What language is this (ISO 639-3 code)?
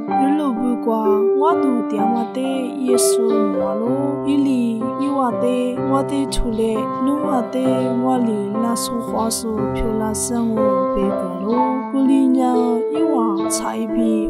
lis